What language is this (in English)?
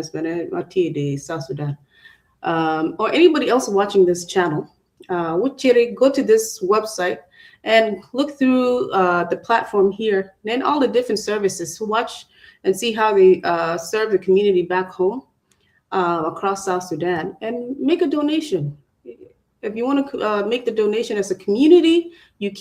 Acoli